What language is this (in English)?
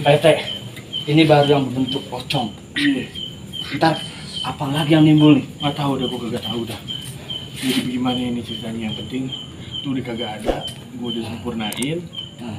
Betawi